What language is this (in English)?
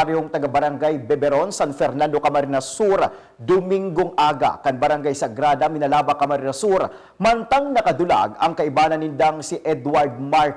Bikol